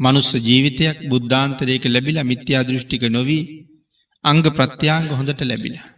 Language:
Sinhala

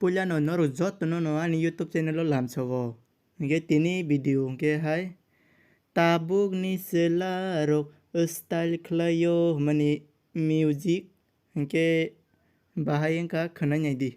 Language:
Kok Borok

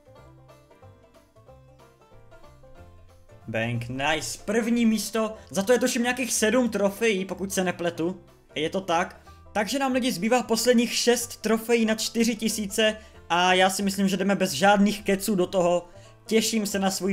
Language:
Czech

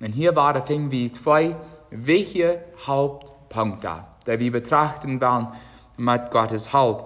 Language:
Plautdietsch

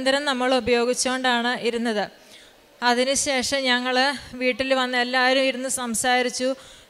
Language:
Malayalam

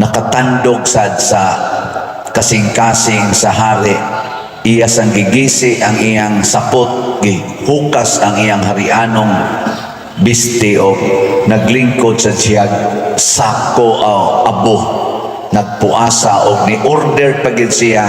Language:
Cebuano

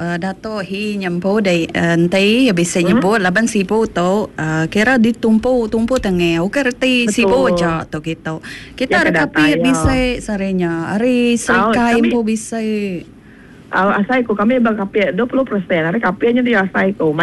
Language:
Iban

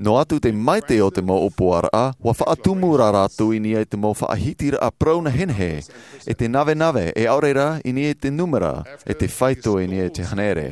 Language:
Tahitian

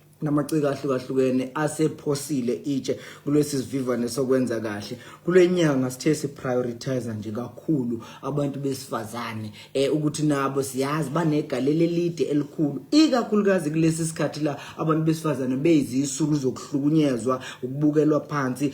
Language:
Zulu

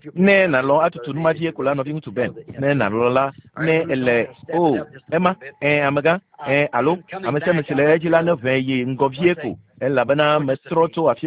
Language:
Ewe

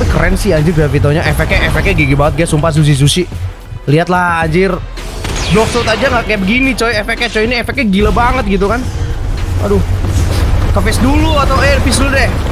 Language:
Indonesian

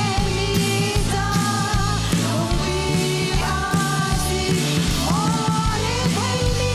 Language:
Hakha Chin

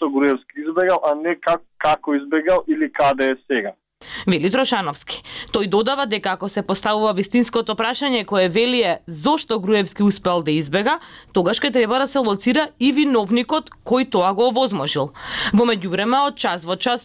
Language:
Macedonian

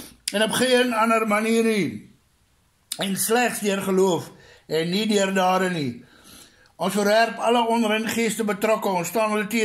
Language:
Afrikaans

